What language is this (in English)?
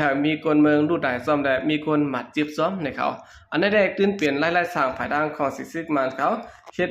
Shan